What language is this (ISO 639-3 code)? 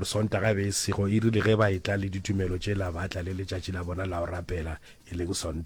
nso